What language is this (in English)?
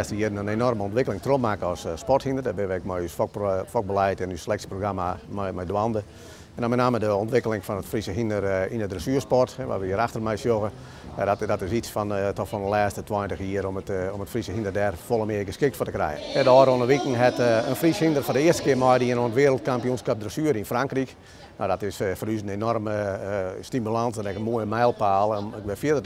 Western Frisian